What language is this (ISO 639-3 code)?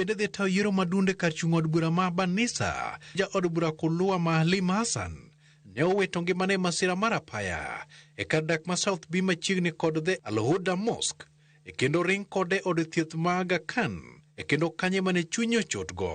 luo